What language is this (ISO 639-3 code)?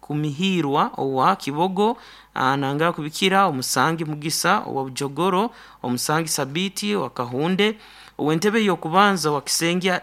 nyn